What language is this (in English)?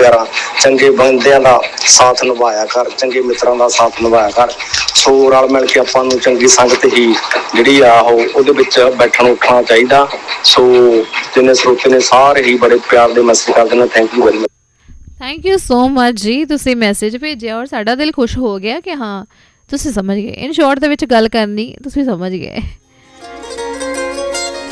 Punjabi